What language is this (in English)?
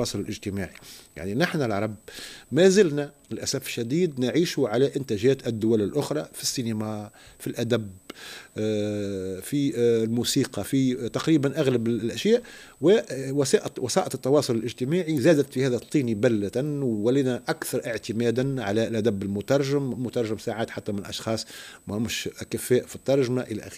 Tunisian Arabic